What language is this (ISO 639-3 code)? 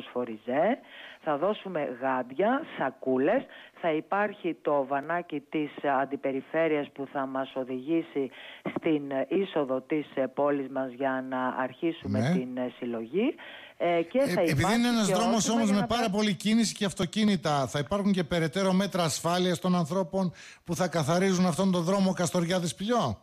ell